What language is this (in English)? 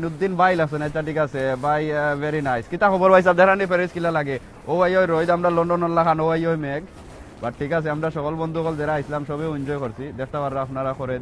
Sylheti